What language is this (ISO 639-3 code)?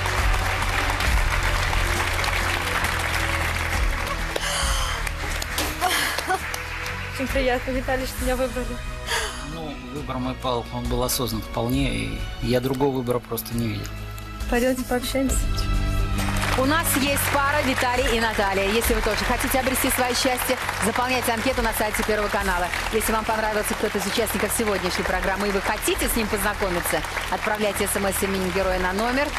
rus